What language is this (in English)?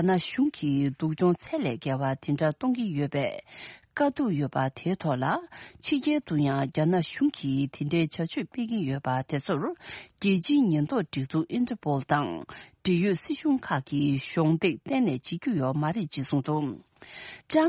Tibetan